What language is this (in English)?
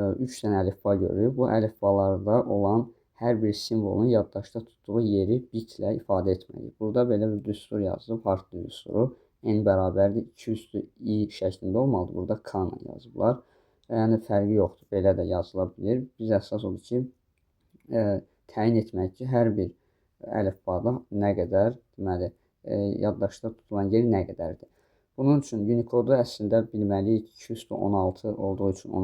Azerbaijani